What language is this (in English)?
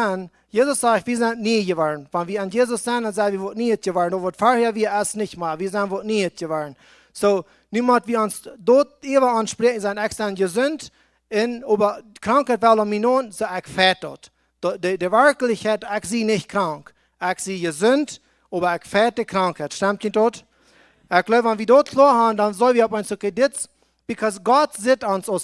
Plautdietsch